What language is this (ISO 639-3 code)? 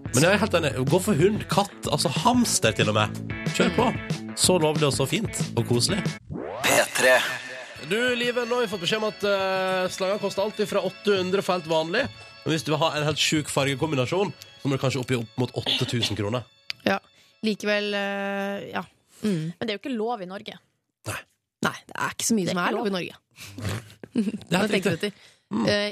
nor